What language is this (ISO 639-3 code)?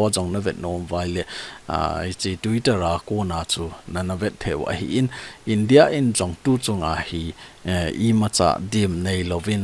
tcz